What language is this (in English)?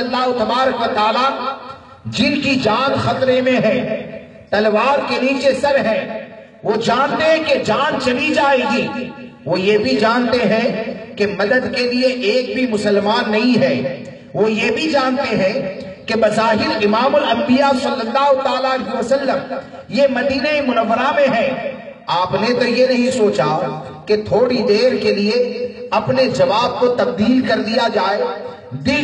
Urdu